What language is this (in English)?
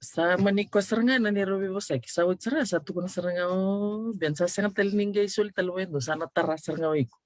Fijian